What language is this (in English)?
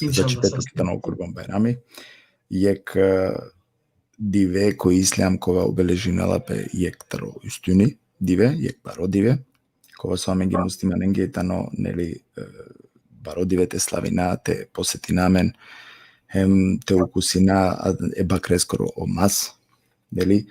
Balkan Romani